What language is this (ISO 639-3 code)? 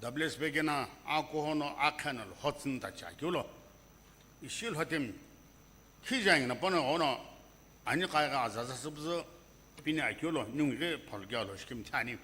nsm